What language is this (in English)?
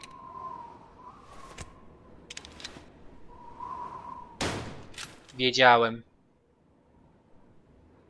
Polish